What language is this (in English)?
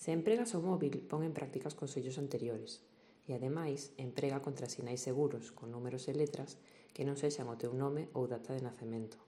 Galician